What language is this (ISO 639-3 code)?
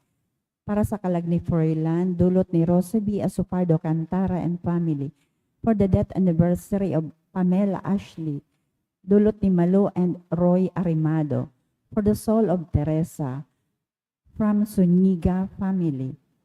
bik